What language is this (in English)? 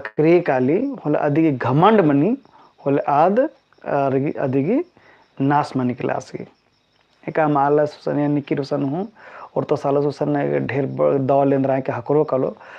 Kurukh